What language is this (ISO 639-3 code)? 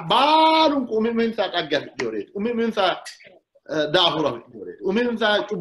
sid